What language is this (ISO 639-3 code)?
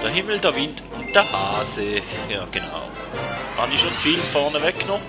gsw